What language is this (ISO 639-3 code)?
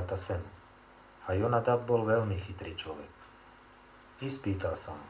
slk